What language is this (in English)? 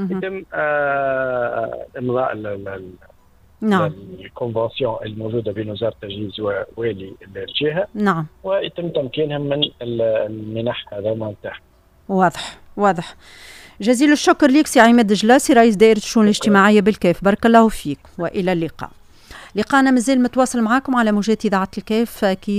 Tunisian Arabic